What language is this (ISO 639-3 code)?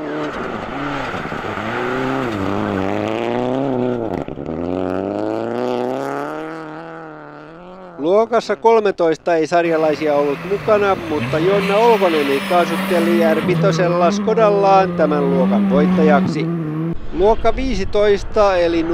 fin